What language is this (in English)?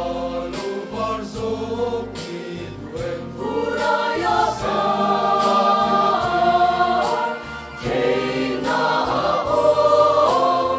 Mizo